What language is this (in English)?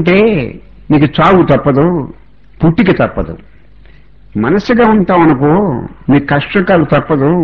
Telugu